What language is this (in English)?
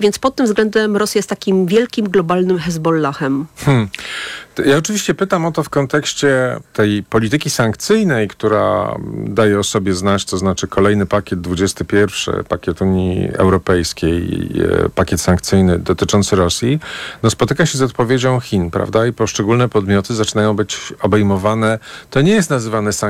Polish